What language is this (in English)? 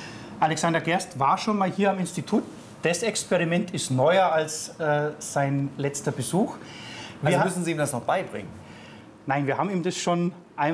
German